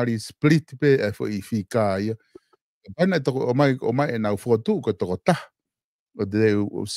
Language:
Tongan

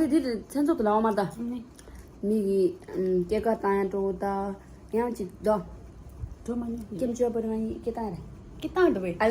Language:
Tibetan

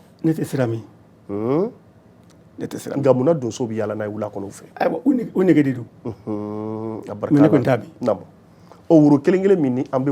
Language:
Bambara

